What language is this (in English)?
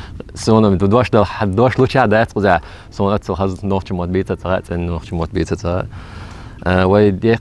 Chechen